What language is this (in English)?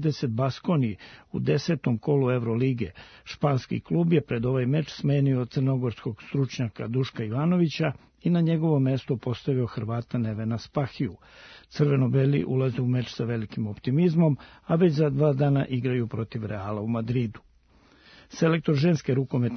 Serbian